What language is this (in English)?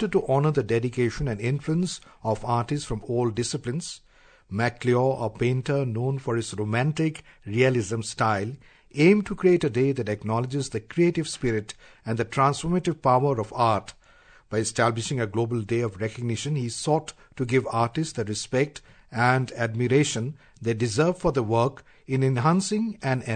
English